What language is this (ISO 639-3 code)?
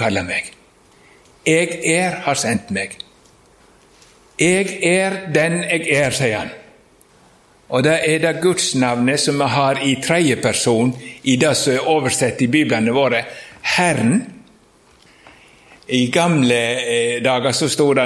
nor